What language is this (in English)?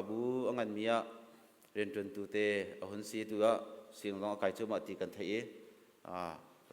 Hakha Chin